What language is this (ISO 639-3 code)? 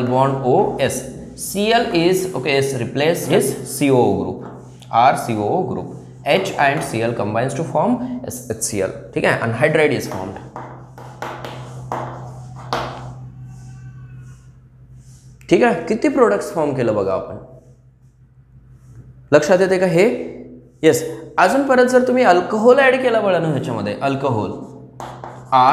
mar